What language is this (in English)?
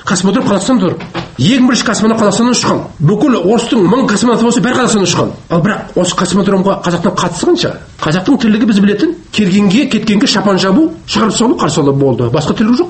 Kazakh